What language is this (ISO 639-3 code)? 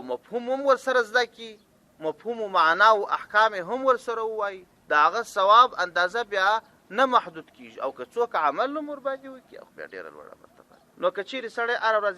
pus